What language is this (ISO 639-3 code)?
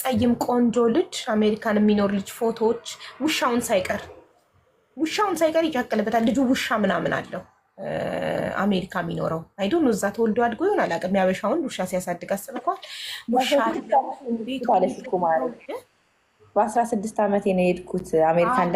amh